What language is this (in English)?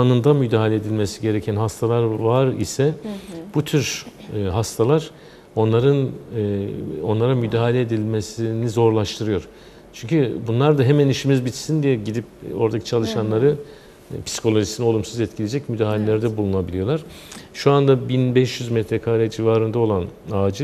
Turkish